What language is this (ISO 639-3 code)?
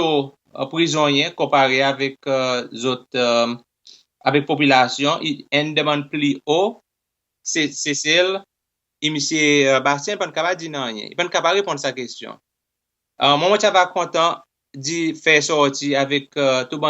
crs